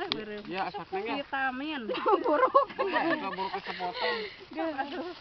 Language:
Sundanese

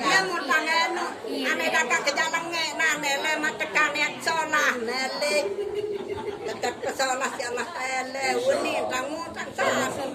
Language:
Sasak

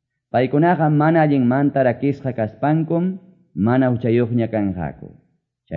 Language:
Quechua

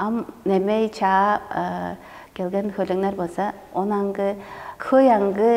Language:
Tuvinian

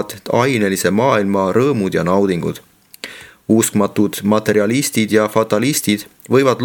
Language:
Estonian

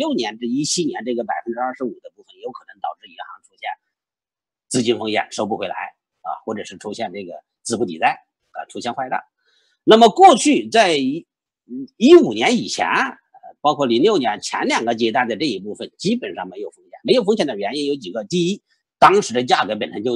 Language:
Chinese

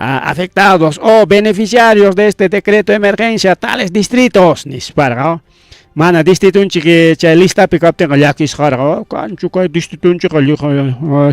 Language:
Ayacucho Quechua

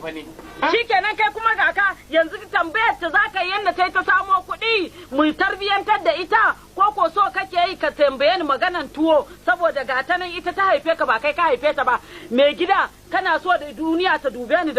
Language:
Hausa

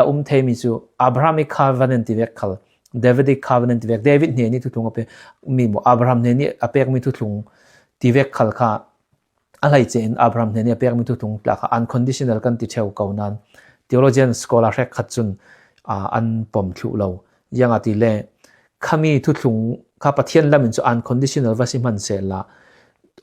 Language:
Falam Chin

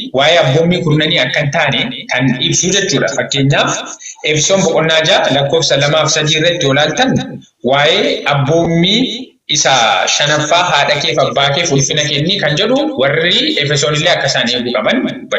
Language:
Oromo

